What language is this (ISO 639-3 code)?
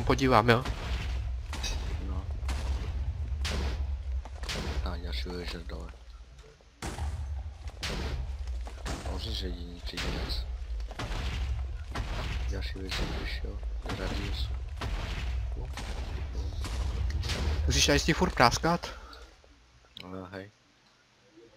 ces